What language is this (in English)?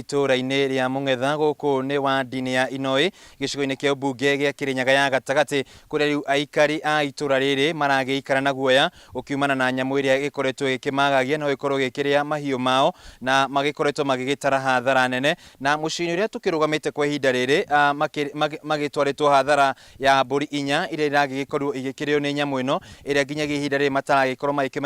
Kikuyu